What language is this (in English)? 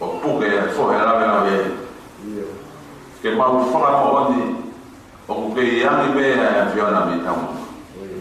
Tongan